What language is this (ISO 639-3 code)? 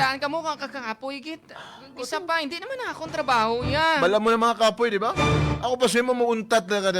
hil